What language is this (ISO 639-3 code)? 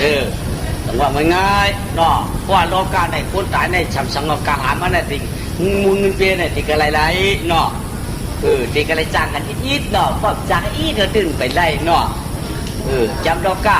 shn